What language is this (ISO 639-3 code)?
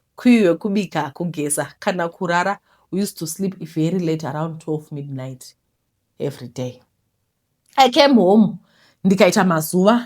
sna